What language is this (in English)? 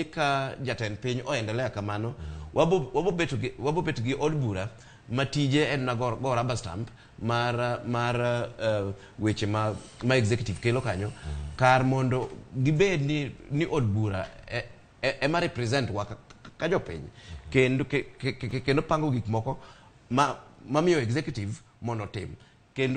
Luo (Kenya and Tanzania)